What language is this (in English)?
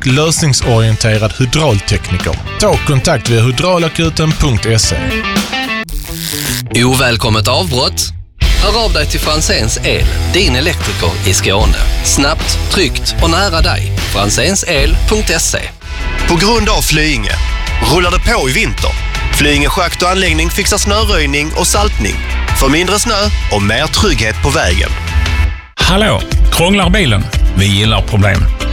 Swedish